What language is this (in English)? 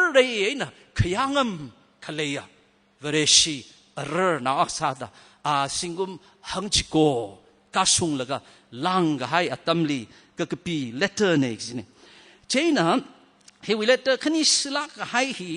Tangkhul Naga (India)